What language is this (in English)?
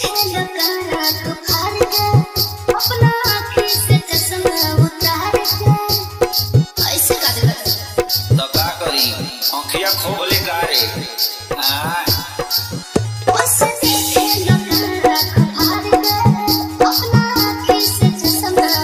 Bhojpuri